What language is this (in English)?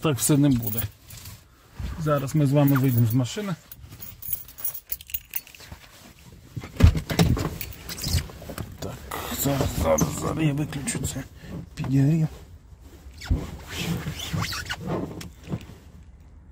Ukrainian